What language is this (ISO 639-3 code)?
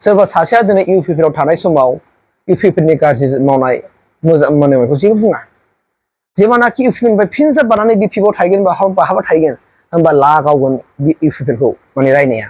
brx